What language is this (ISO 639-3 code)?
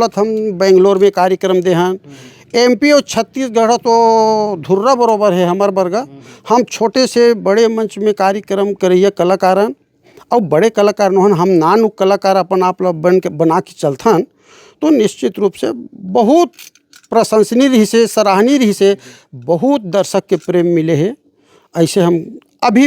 hne